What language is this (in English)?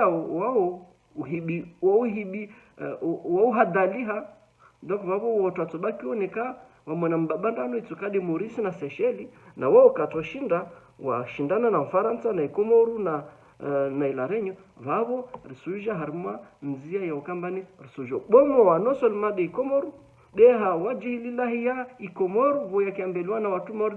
Ngazidja Comorian